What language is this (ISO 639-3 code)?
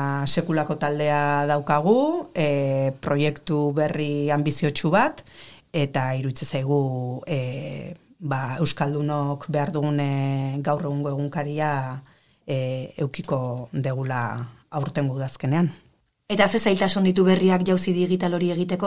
eus